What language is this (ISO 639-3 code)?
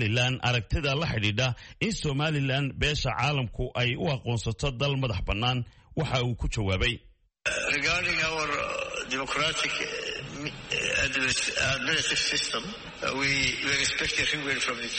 som